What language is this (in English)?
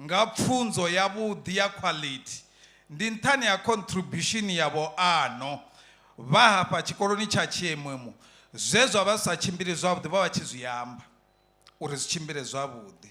Venda